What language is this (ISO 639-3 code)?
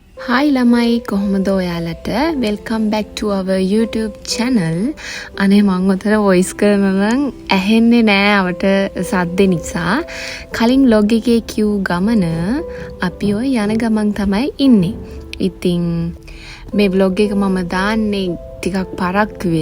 sin